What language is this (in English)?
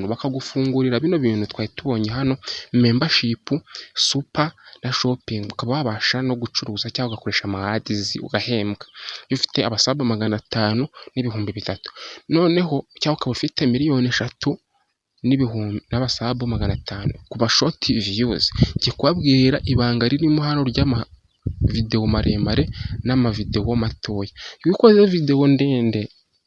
Kinyarwanda